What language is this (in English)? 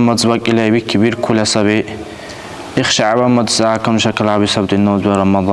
Dargwa